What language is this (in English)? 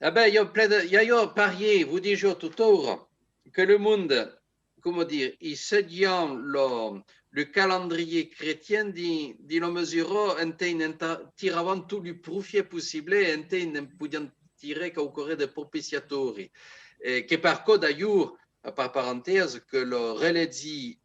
Occitan